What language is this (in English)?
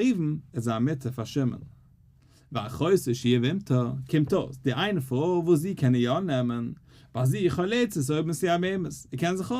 Yiddish